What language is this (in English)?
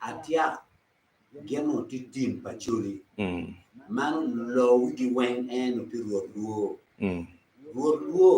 Acoli